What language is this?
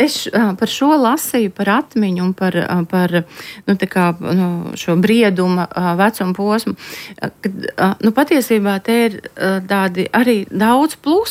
Latvian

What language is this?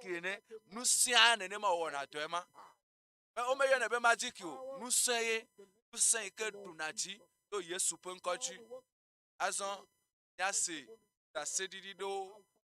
Ewe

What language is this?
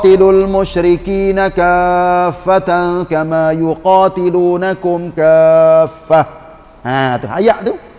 Malay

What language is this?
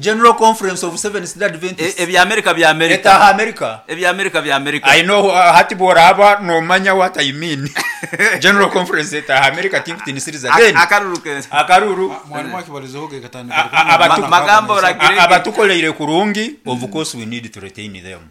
Nyoro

